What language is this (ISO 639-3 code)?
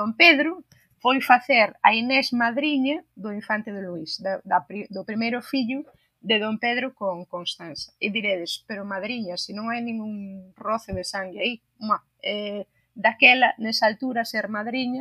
glg